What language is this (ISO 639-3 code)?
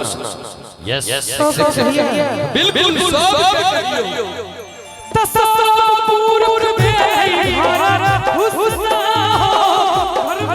mai